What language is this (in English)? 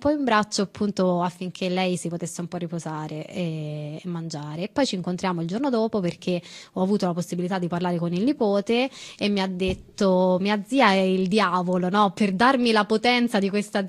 Italian